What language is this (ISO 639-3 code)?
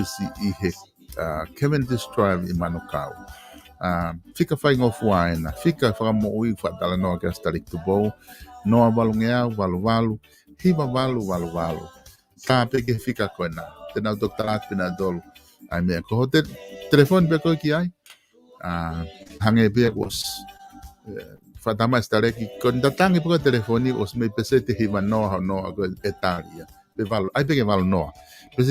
ton